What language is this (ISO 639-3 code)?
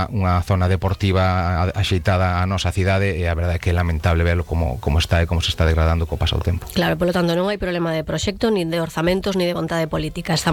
glg